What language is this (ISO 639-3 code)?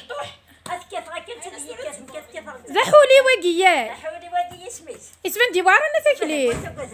kab